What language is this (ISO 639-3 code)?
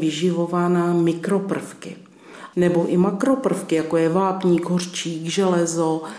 ces